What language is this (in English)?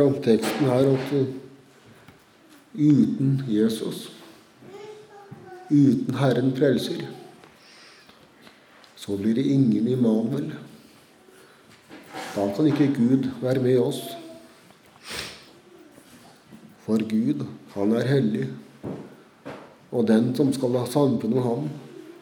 Norwegian